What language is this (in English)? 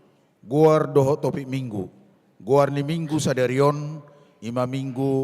Batak Toba